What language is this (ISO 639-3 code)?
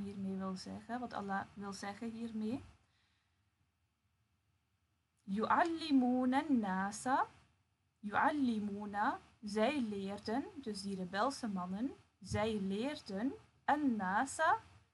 nld